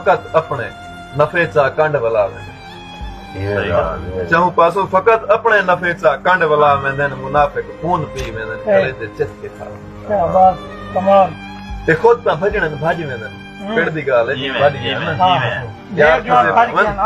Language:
Saraiki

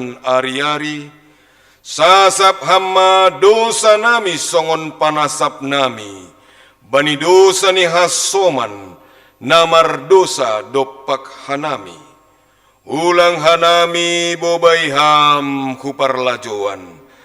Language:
Batak Simalungun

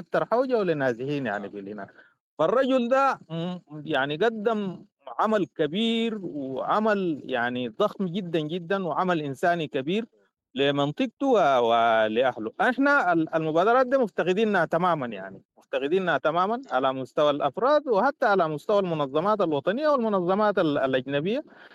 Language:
Sudanese Arabic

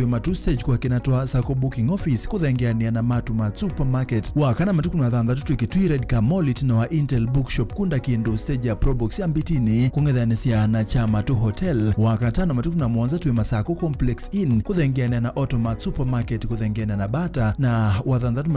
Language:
Kamba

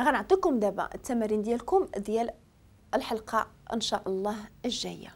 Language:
Moroccan Arabic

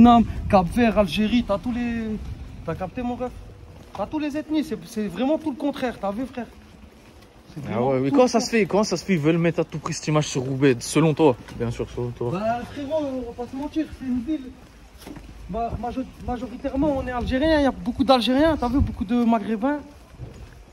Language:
French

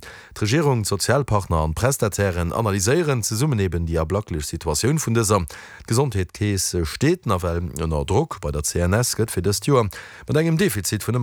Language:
Luxembourgish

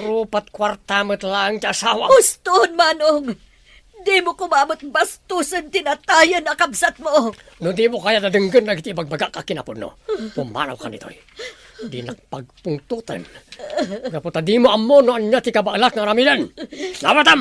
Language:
Iloko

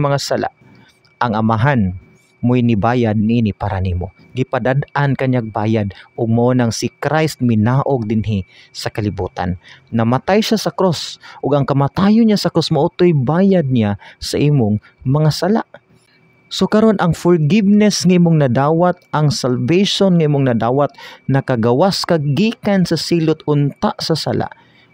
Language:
Cebuano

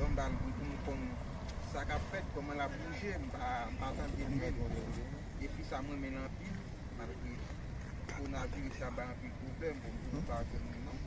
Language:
Haitian Creole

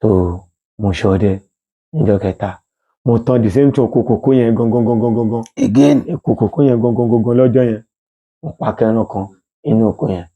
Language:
Yoruba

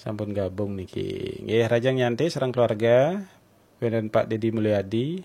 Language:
Balinese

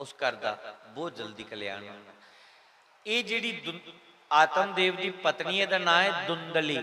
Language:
Dogri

